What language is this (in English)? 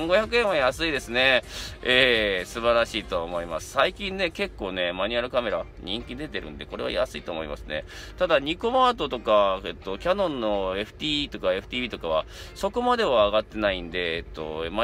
Japanese